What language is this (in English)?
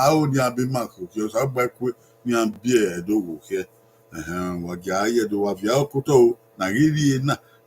Bini